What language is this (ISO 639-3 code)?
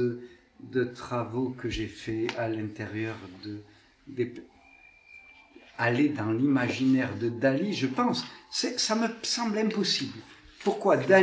fra